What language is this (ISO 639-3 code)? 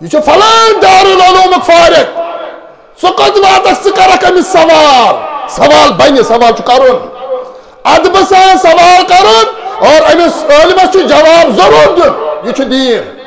kas